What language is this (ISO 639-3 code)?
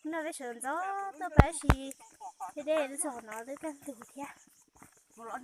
hmn